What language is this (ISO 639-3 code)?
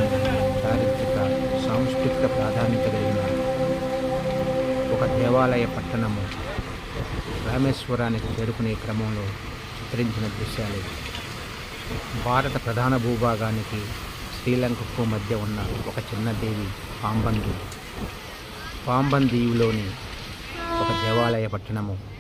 tel